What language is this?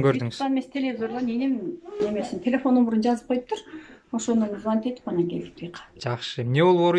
Kyrgyz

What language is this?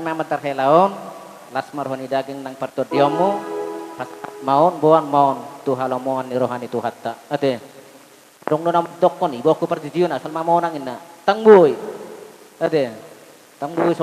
Batak Toba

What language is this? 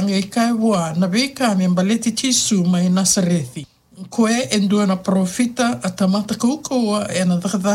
Fijian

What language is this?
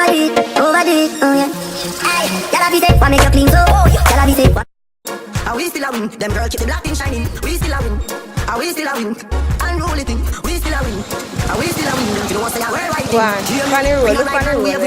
Jamaican Creole English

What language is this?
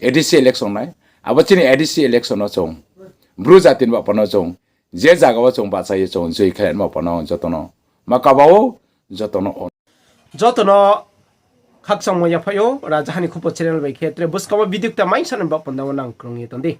Riang (India)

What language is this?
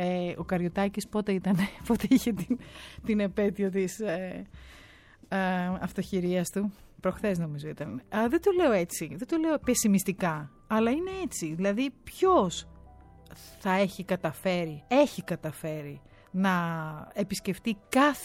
Greek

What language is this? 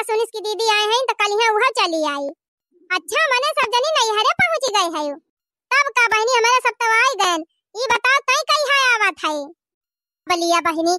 Awadhi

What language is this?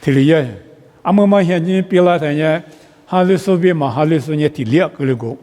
Lisu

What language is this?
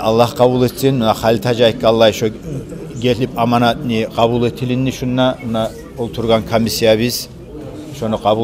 Kumyk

